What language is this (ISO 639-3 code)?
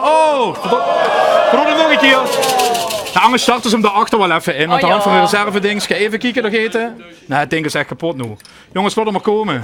lim